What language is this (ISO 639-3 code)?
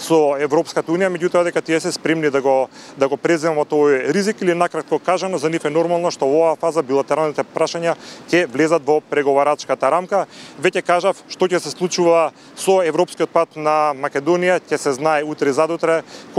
mkd